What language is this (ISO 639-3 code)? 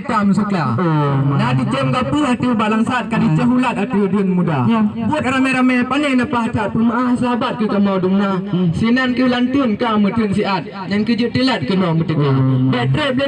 ace